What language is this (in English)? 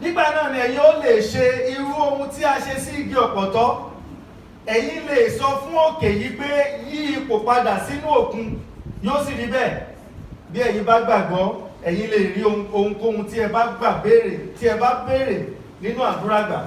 Yoruba